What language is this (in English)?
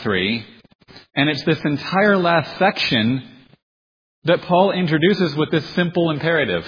English